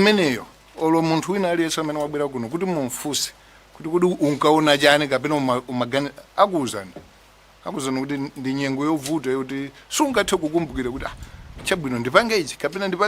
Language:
Nyanja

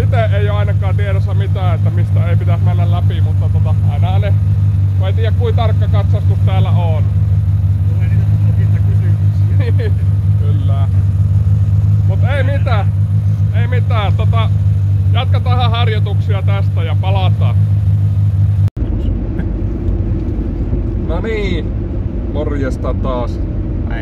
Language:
Finnish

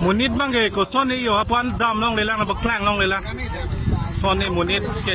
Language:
Karbi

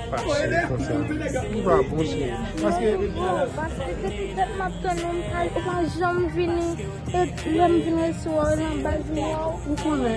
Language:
Haitian Creole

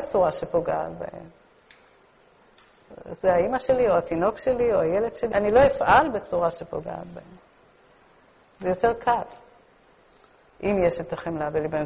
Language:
Hebrew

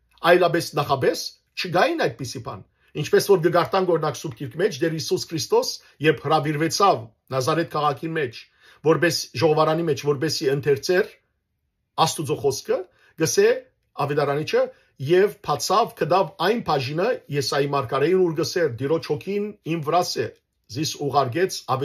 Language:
Western Armenian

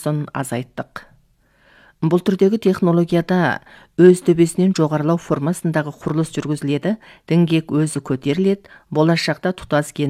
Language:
Kazakh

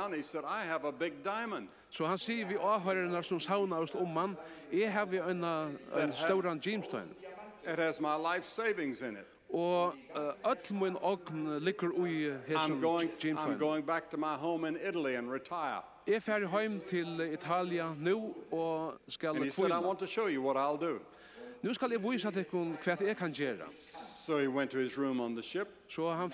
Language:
Faroese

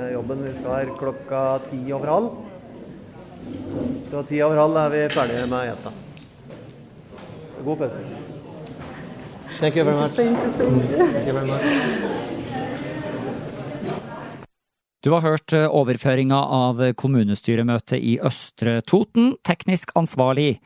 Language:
Norwegian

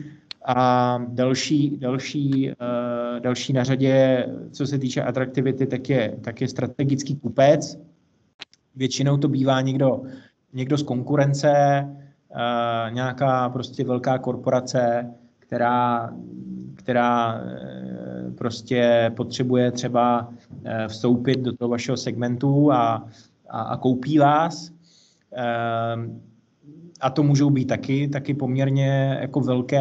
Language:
Czech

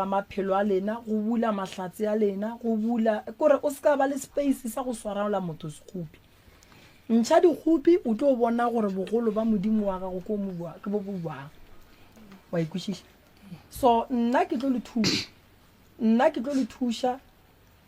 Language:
Northern Sotho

